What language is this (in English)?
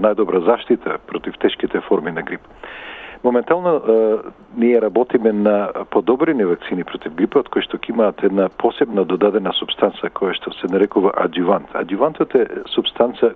Macedonian